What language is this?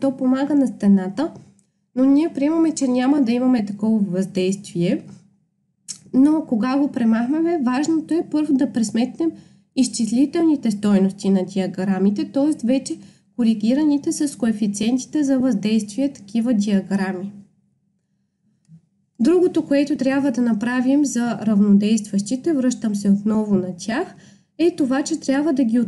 Bulgarian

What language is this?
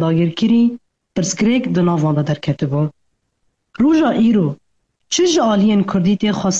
Kurdish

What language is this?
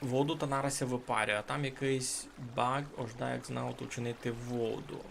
Rusyn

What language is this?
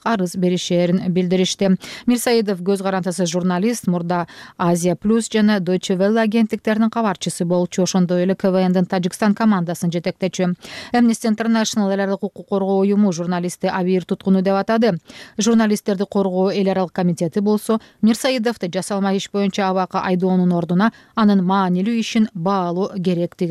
Kyrgyz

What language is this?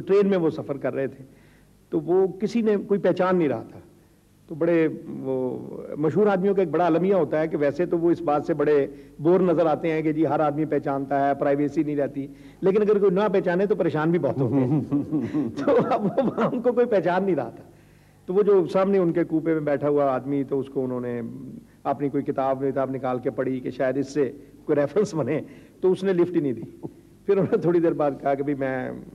Urdu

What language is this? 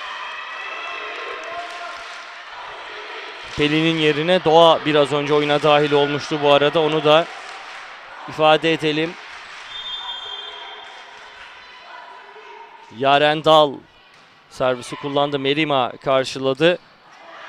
Turkish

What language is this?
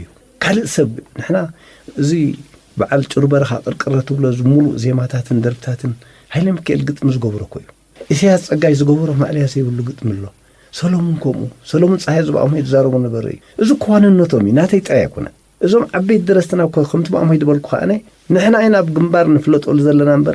Tigrinya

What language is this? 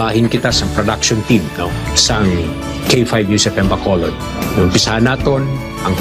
Hiligaynon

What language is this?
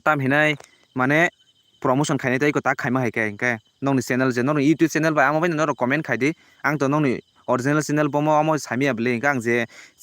Kok Borok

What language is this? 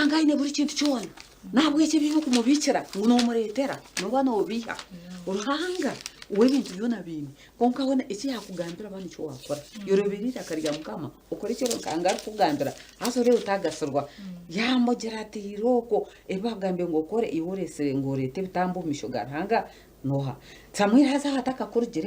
Nyankole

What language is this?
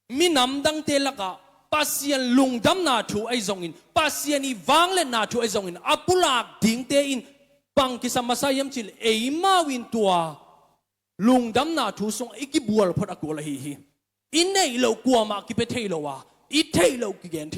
Tedim Chin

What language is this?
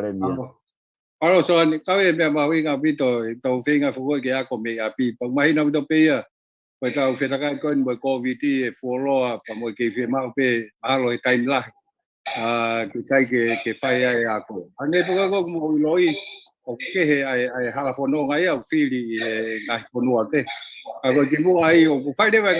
Tongan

